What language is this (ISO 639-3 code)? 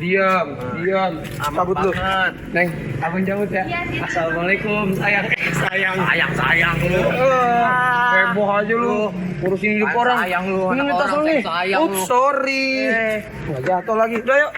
bew